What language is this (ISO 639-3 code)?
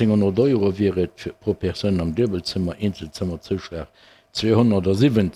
ltz